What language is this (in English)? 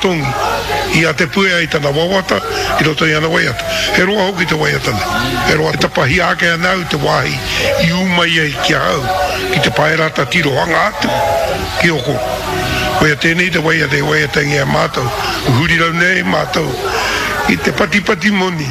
Māori